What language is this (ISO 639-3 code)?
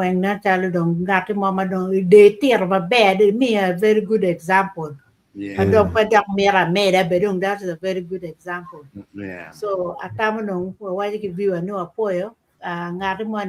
ach